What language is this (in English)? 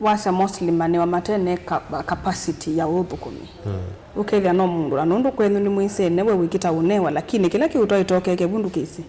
Kamba